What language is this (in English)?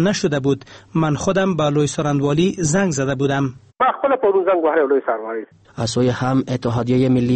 Persian